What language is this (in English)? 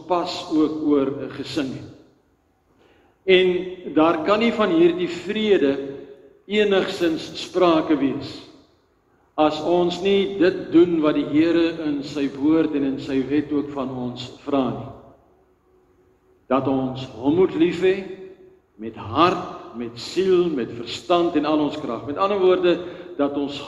Afrikaans